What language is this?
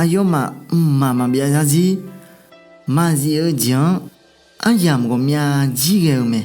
Akha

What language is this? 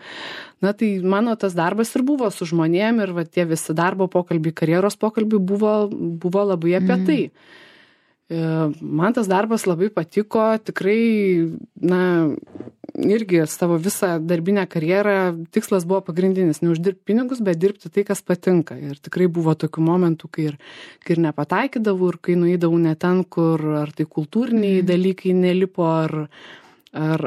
Lithuanian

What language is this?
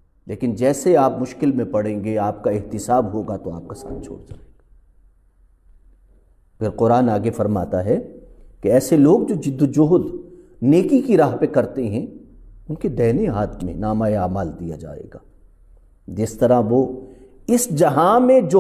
Urdu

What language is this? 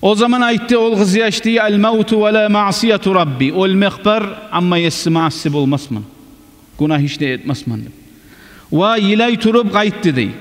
Kumyk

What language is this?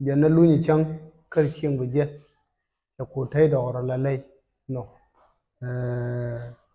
Nuer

